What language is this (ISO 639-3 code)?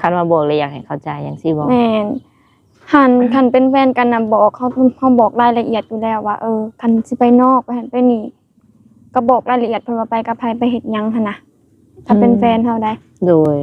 lao